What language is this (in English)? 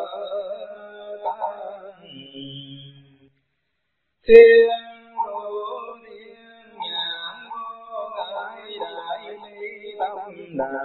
Vietnamese